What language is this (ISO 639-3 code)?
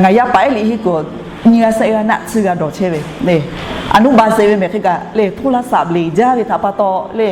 lhu